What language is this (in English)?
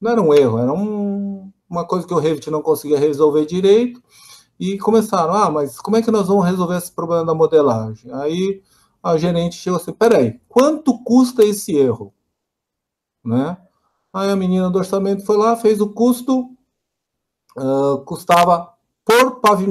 Portuguese